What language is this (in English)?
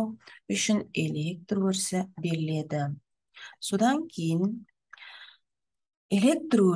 Kazakh